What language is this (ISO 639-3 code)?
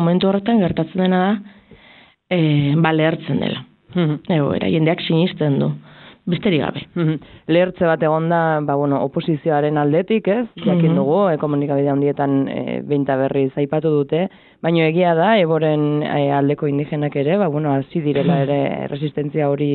eus